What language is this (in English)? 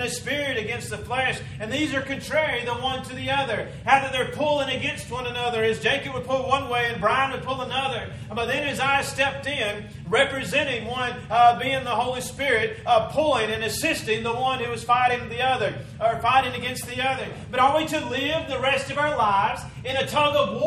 English